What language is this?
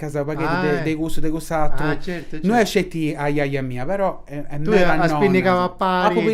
Sardinian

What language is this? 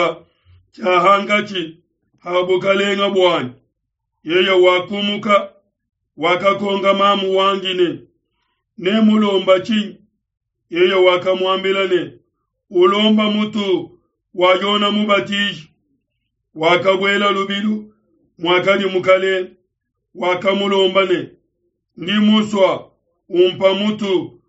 Luba-Lulua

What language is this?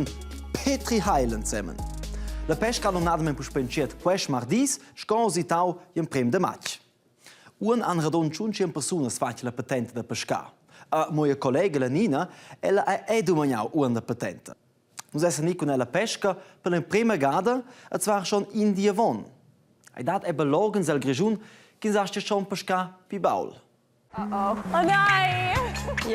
Romansh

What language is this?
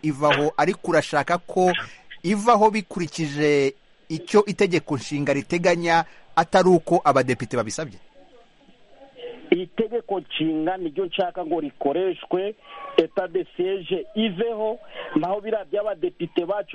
Kinyarwanda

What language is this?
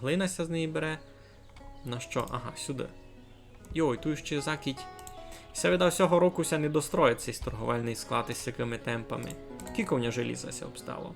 Rusyn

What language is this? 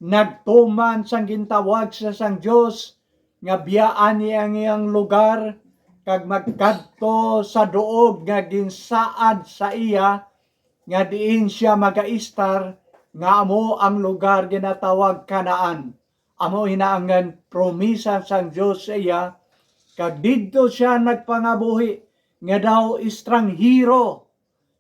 Hiligaynon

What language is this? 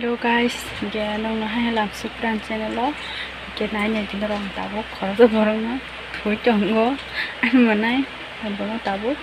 Kok Borok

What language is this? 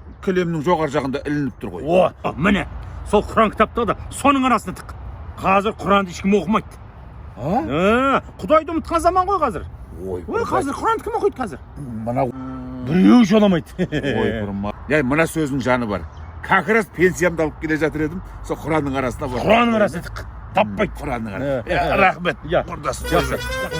Kazakh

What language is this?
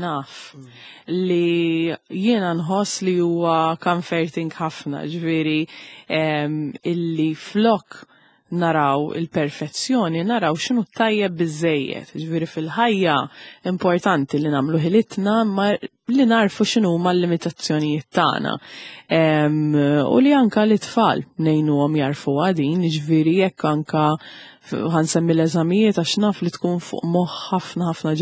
Maltese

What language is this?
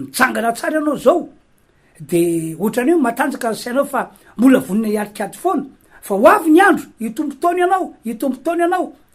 Malagasy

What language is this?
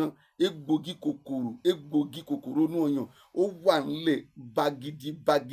Yoruba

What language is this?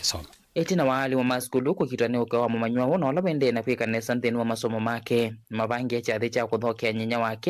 Kamba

